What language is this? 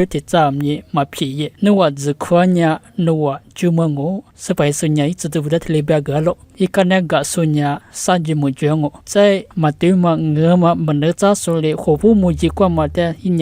Lisu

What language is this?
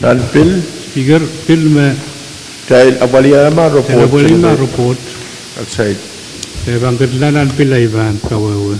Pohnpeian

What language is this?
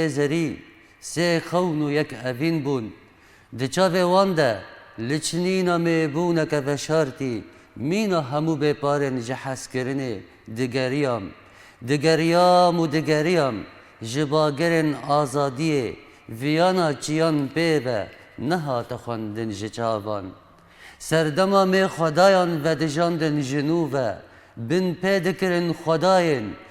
Kurdish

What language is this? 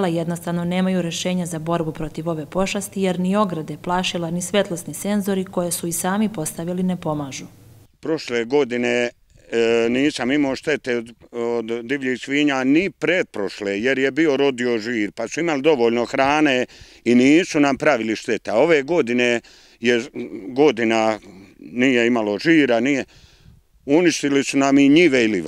Serbian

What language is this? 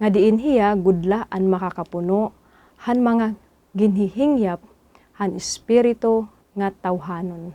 Waray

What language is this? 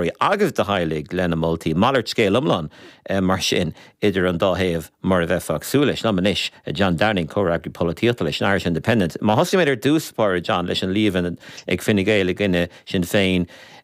Irish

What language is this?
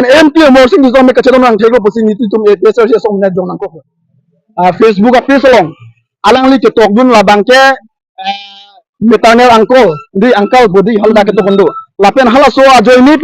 Karbi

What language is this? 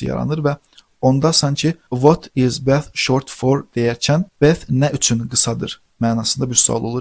Azerbaijani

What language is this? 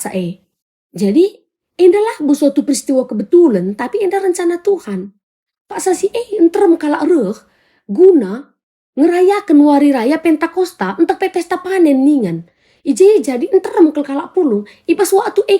Batak Karo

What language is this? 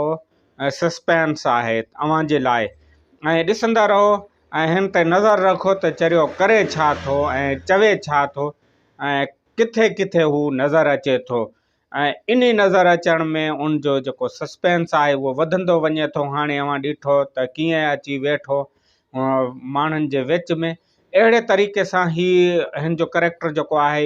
Sindhi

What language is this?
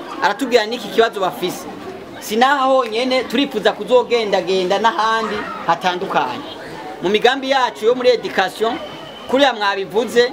Rundi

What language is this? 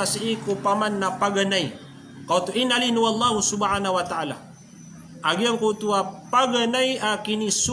Maranao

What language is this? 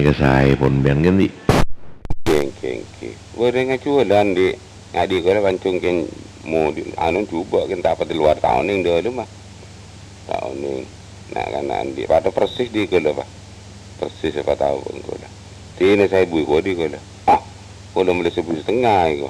Madurese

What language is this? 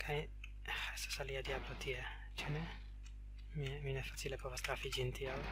Esperanto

